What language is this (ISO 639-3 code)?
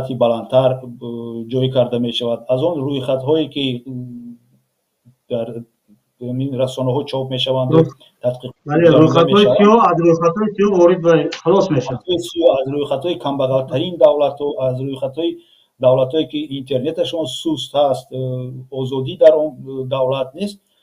tgk